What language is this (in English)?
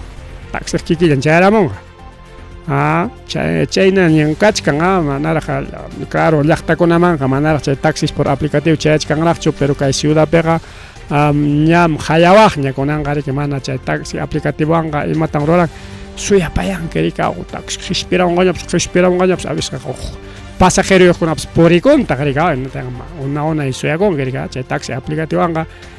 Ayacucho Quechua